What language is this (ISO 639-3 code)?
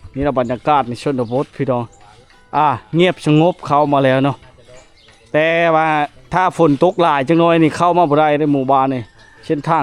lao